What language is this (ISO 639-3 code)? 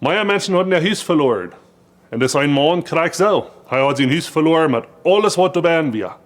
pdt